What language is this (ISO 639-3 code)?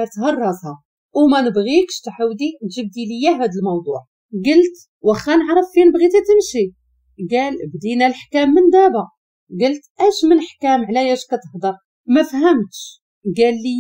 ary